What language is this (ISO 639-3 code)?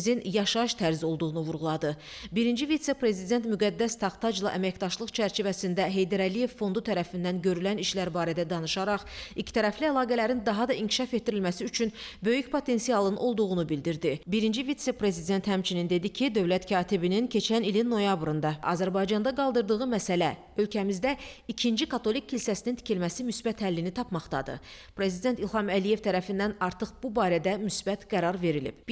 aze